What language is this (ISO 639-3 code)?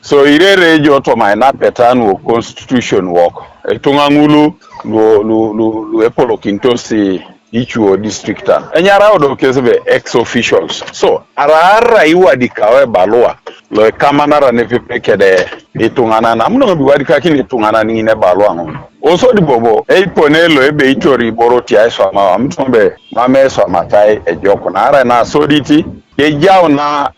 teo